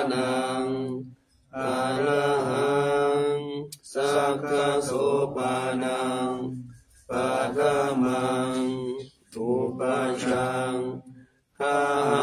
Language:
Pali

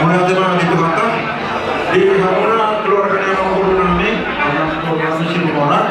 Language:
Batak Toba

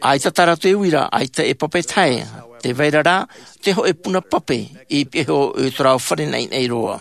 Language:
Tahitian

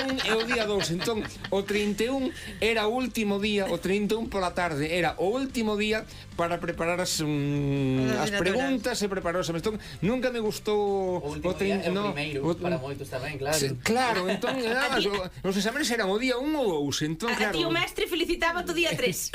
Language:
Galician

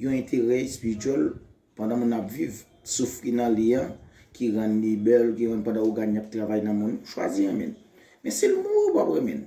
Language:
Haitian Creole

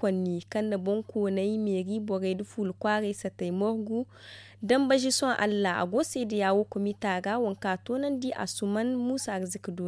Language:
Zarma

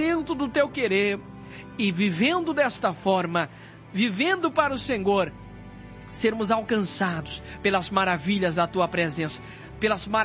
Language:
Portuguese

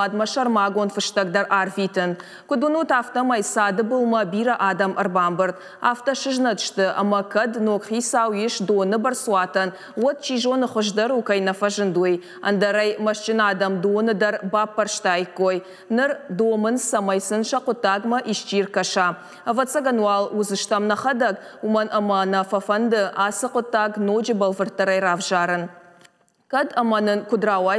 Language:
Ossetic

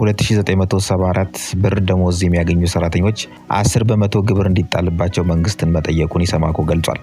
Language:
Amharic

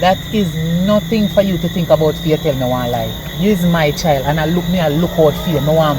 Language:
Jamaican Creole English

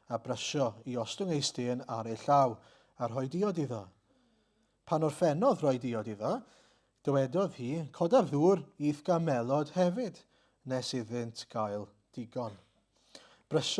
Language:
Welsh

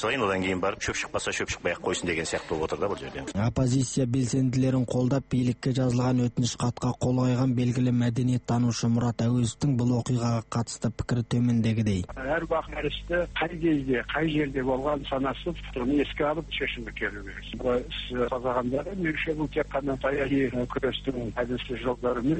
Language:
Kazakh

